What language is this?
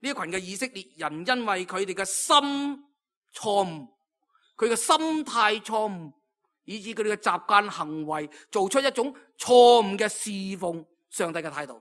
Cantonese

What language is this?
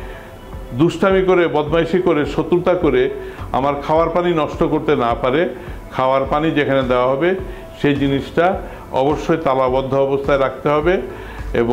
Bangla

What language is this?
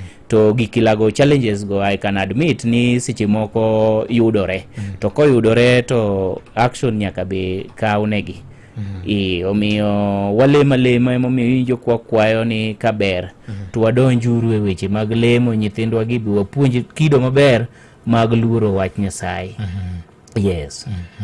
Luo (Kenya and Tanzania)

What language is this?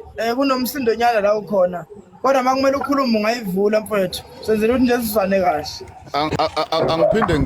Zulu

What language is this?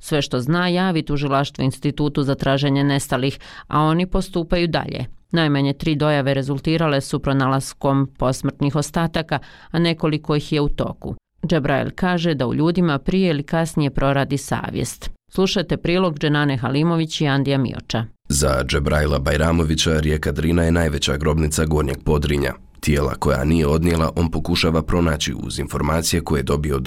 Bosnian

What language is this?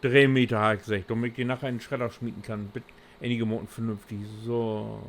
Low German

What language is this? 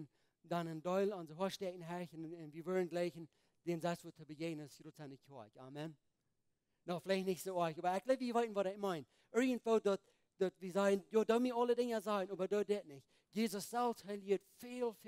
Plautdietsch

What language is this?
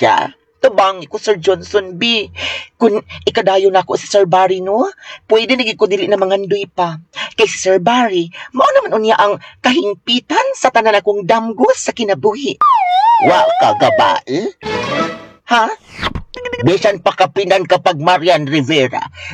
Cebuano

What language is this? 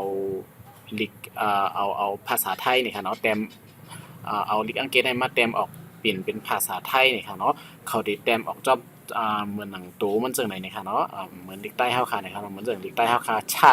Shan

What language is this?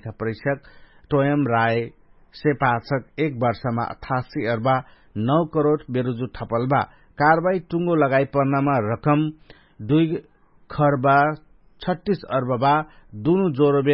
Dangaura Tharu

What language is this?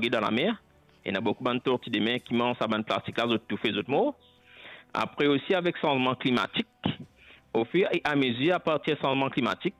Morisyen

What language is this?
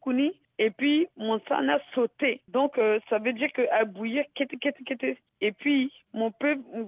Sango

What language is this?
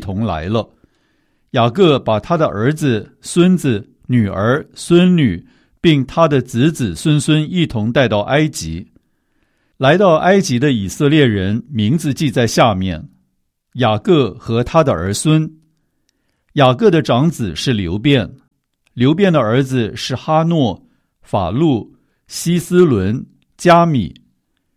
Chinese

